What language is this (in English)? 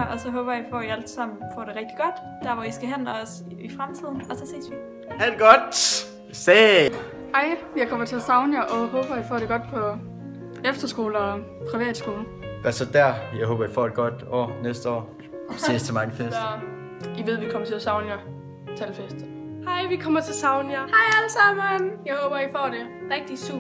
Danish